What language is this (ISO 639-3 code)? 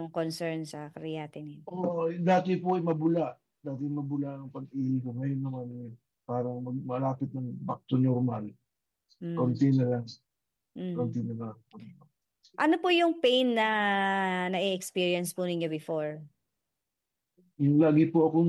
fil